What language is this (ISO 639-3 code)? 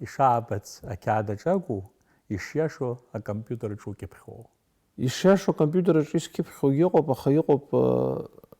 abk